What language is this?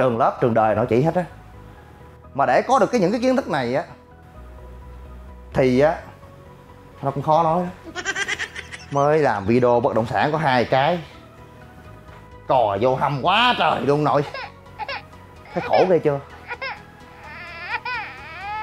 Vietnamese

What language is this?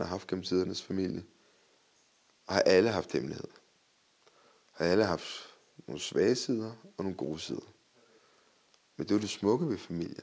Danish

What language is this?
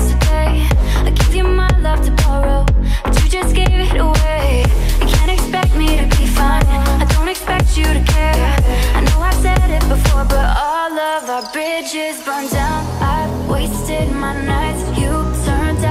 English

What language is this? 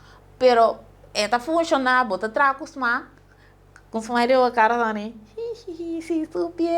Papiamento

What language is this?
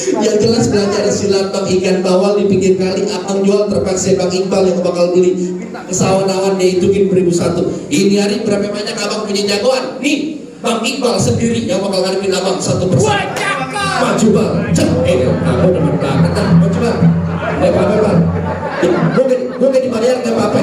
Betawi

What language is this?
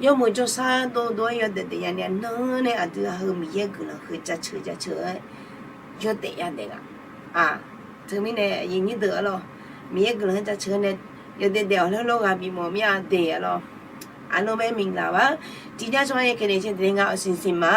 Akha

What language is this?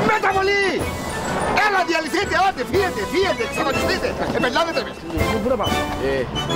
Greek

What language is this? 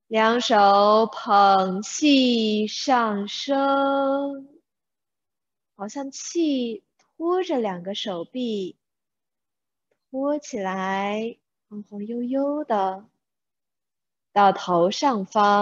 Chinese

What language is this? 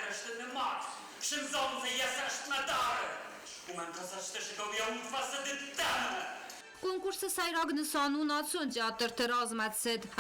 Ossetic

